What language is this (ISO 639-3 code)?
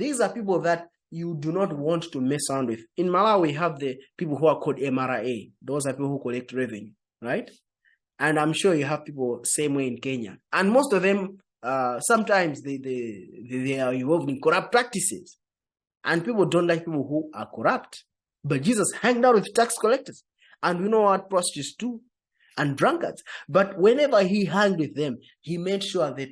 eng